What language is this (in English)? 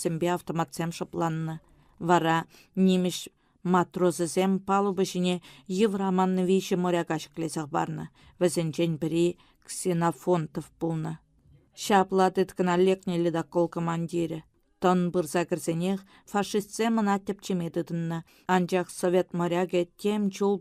Chuvash